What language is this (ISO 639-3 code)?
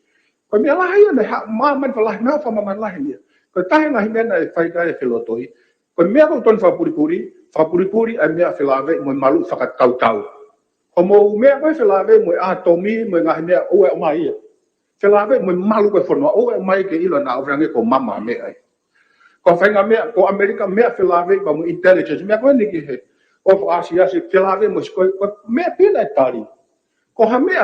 ton